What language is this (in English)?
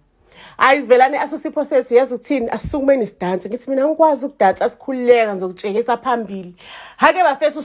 Zulu